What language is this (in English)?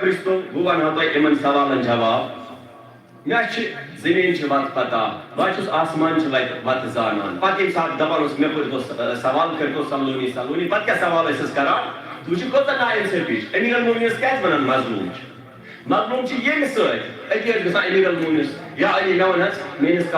Kashmiri